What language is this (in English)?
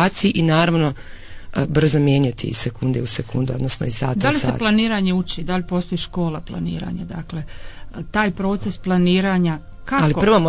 Croatian